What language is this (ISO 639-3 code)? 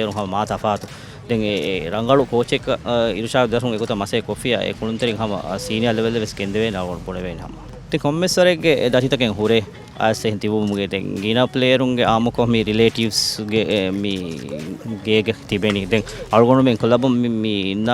div